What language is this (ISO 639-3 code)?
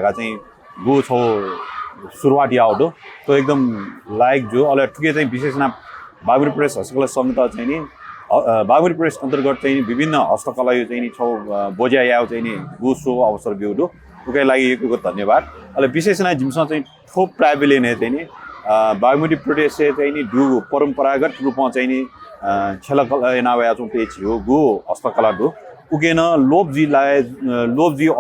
new